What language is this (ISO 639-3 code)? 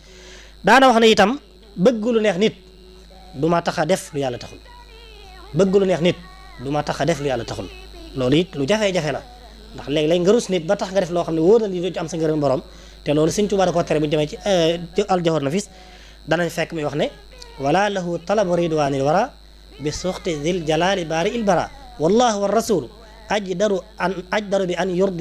wol